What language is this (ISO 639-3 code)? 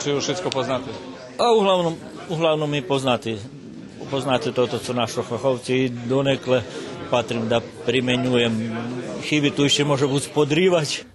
rue